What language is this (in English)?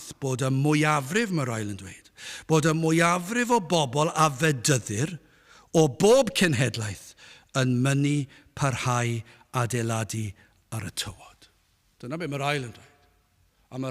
Welsh